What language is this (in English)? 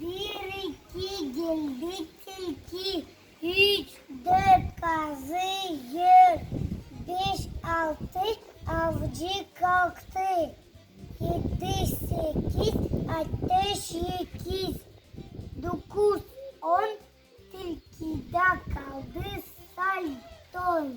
Gagauz